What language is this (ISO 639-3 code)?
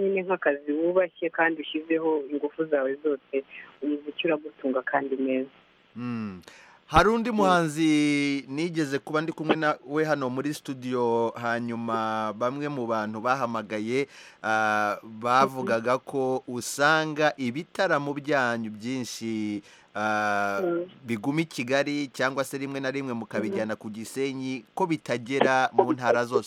kin